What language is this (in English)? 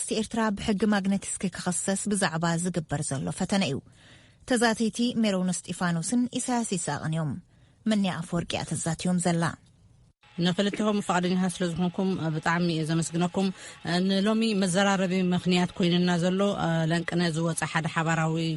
Tigrinya